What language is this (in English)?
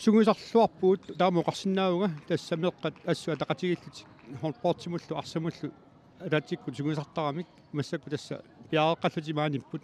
Kalaallisut